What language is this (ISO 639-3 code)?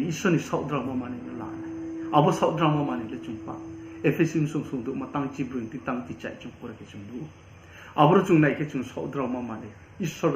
ria